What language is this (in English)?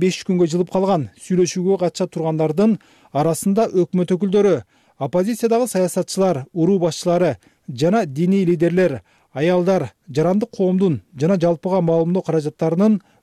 Kyrgyz